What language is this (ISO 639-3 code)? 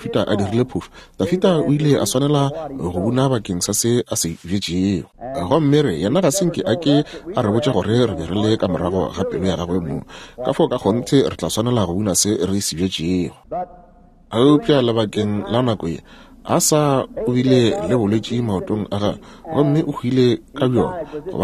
nso